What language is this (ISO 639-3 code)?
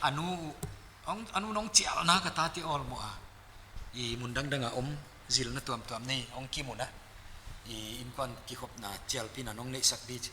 pck